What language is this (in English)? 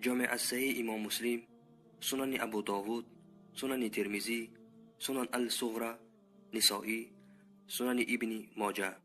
Persian